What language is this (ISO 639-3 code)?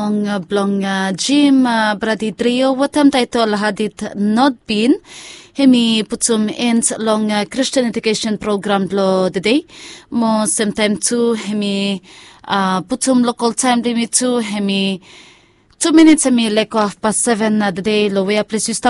bis